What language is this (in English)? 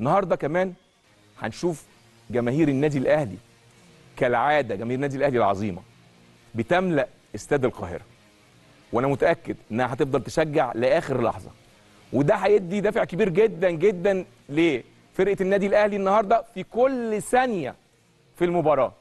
Egyptian Arabic